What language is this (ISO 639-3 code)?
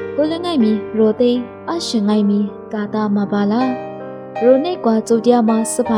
lis